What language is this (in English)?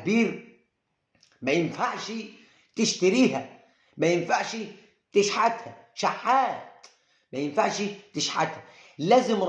Egyptian Arabic